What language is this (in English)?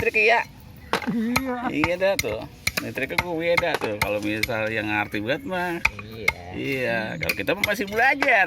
Betawi